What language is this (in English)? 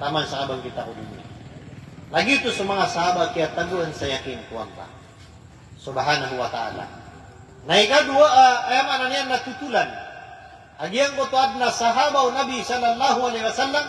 Maranao